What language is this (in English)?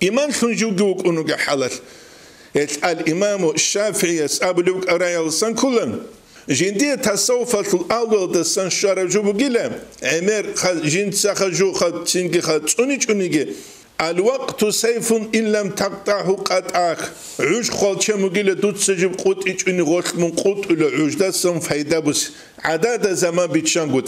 Avaric